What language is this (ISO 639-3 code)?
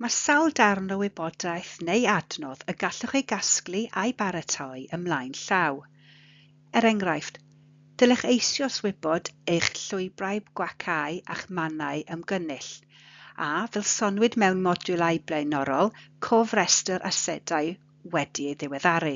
cym